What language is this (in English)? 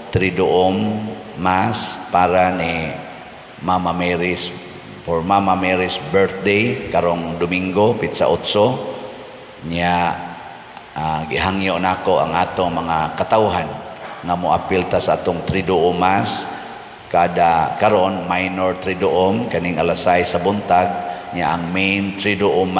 Cebuano